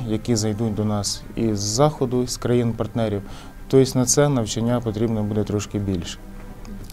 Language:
Ukrainian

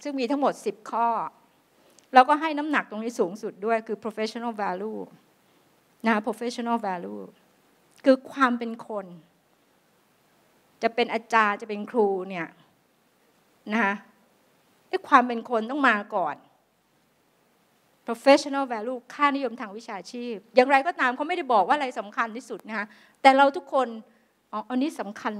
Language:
Thai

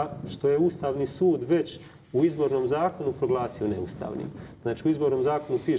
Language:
Croatian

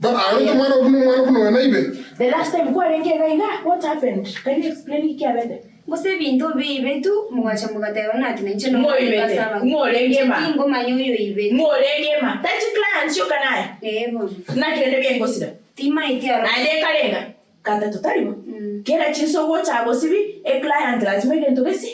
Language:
Gusii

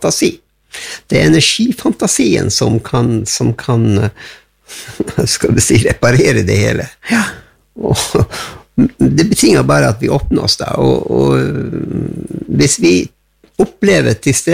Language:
Norwegian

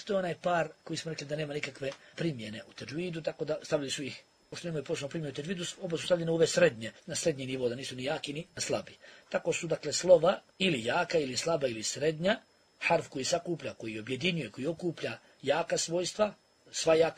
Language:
Bosnian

